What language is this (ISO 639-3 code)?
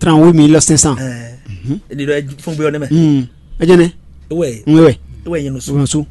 fon